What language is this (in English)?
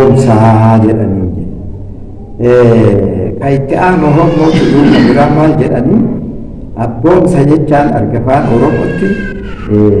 Oromo